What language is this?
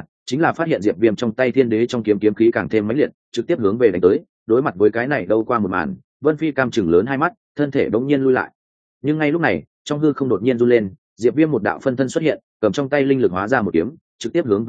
Vietnamese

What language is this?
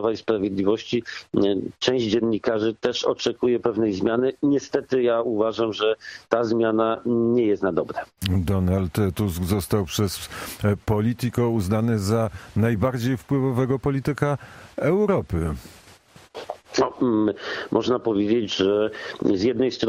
Polish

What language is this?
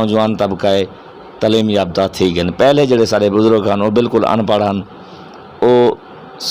Saraiki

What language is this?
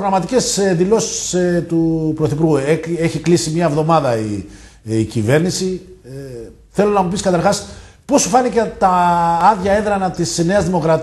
Greek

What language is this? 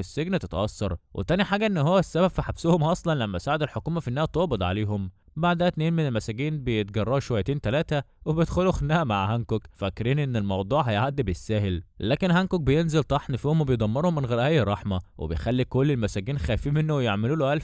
Egyptian Arabic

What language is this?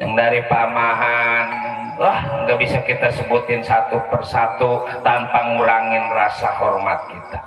Betawi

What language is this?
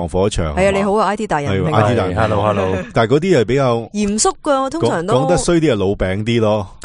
Cantonese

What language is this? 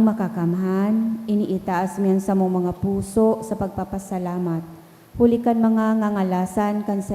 Bikol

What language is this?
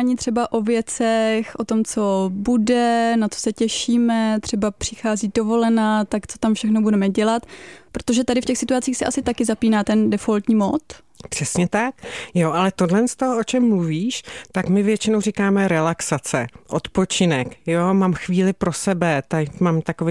Czech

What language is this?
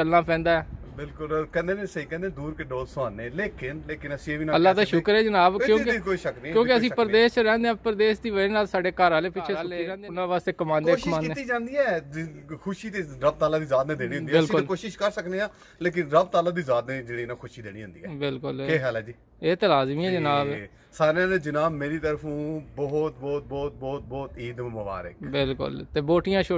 Punjabi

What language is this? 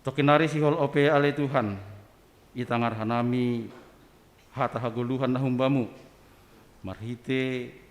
Batak Simalungun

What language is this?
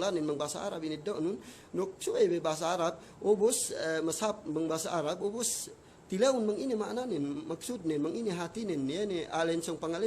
Yakan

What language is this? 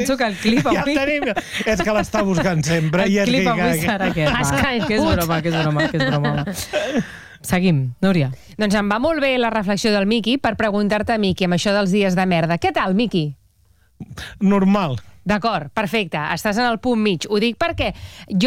Catalan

